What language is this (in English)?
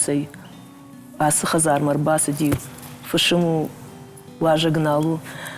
Ossetic